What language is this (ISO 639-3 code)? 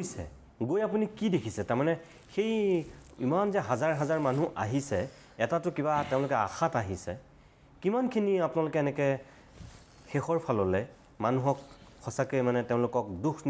asm